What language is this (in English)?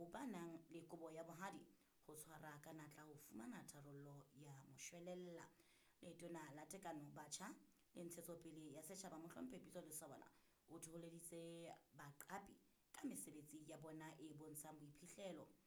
Southern Sotho